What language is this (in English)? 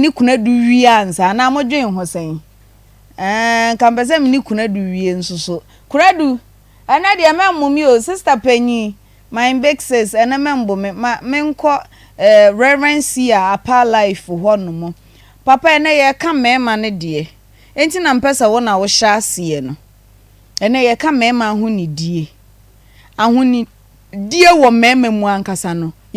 Akan